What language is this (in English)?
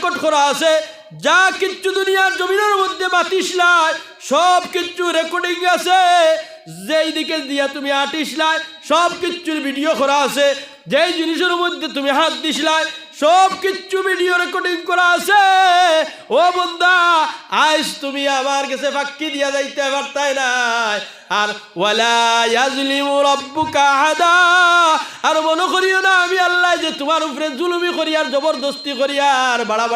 Sylheti